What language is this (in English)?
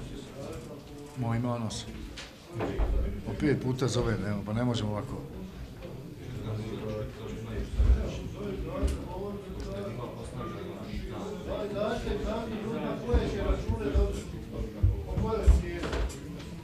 Bosnian